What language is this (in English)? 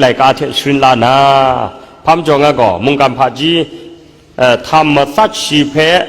Kachin